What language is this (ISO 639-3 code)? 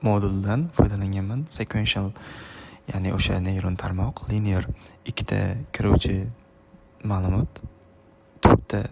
uzb